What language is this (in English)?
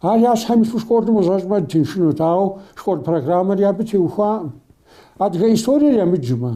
Kabardian